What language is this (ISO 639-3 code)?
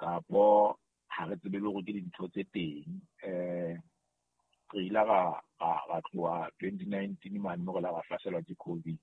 sot